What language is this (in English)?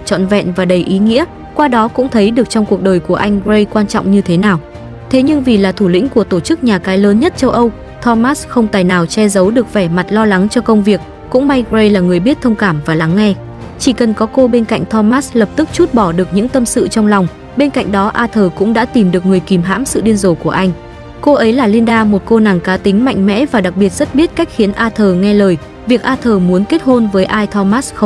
Vietnamese